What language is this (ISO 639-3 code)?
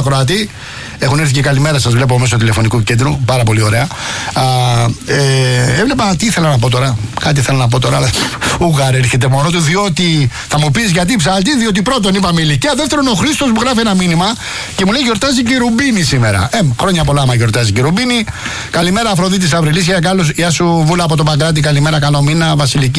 ell